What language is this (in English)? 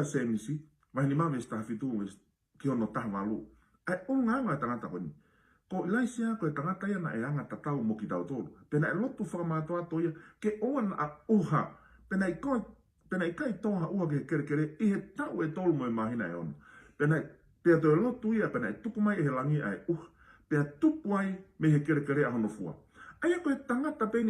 Tongan